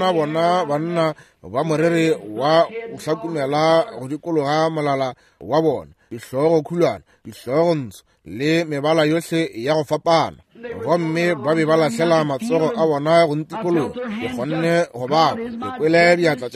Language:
Northern Sotho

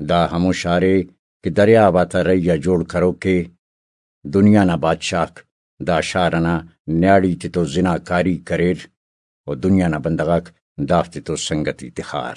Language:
Brahui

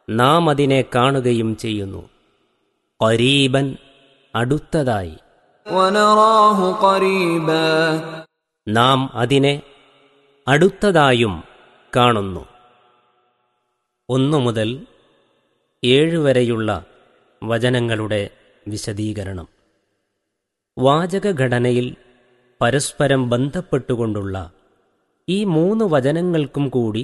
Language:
Malayalam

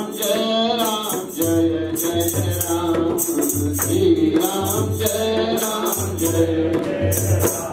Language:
Hindi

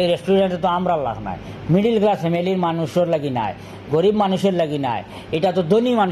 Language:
Sylheti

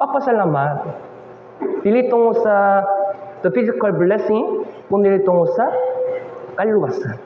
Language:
Cebuano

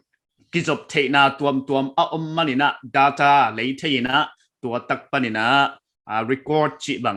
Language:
Paite Chin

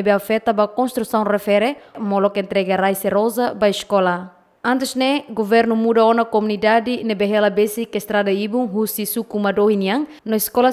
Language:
Tetum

